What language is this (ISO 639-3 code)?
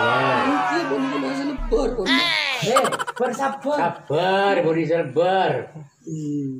mad